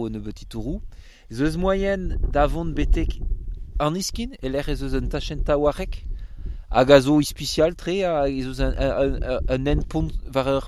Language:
Breton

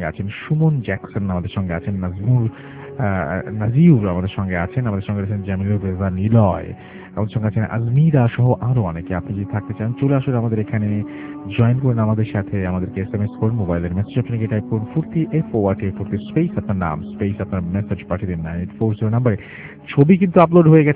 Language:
Bangla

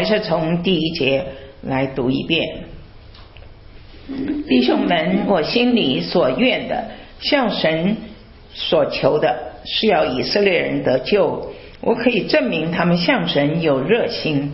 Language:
Chinese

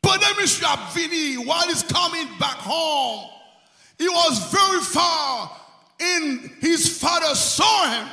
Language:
Haitian Creole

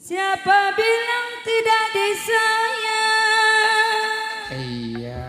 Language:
Betawi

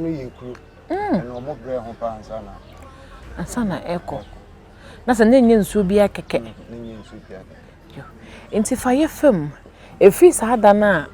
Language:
Akan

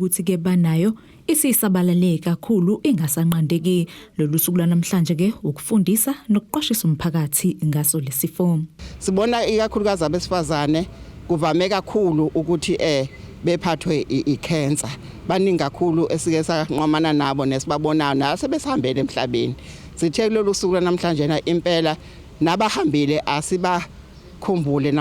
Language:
Zulu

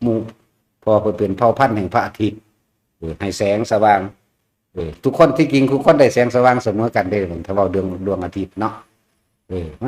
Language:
Northeastern Thai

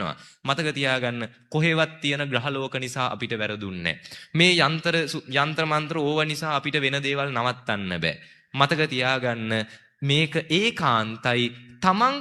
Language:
Sinhala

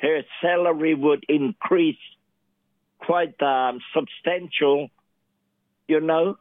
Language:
Māori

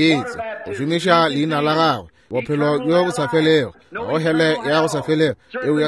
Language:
Northern Sotho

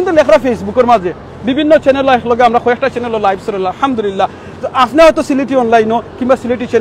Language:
Sylheti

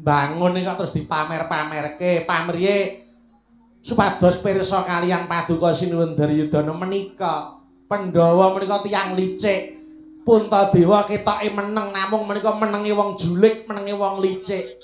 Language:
Javanese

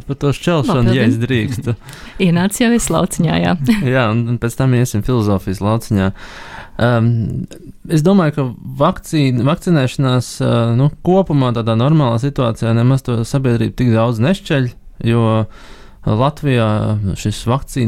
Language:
Latvian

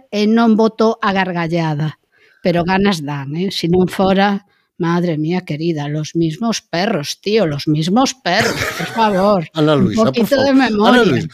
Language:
Galician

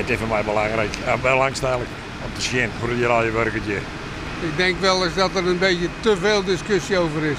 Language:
Western Frisian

